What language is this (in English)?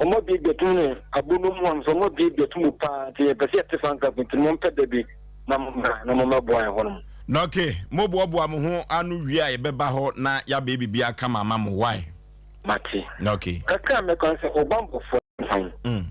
Akan